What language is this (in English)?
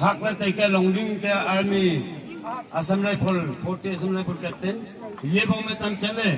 Wancho Naga